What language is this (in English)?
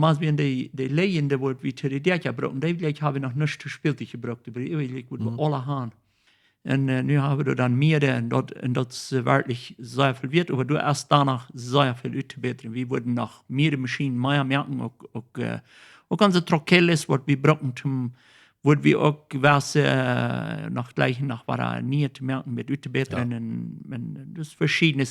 Plautdietsch